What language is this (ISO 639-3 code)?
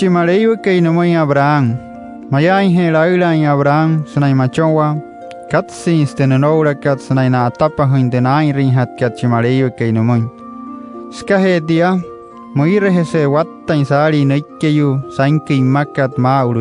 guc